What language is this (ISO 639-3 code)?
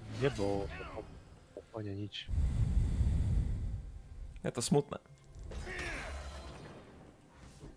slk